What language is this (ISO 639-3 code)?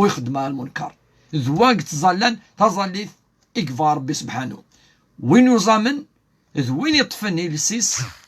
kab